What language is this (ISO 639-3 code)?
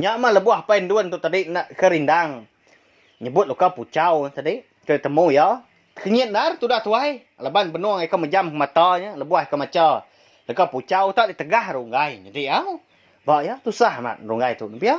iba